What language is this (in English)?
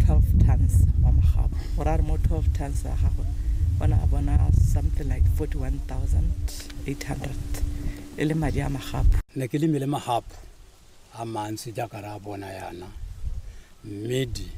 Tswana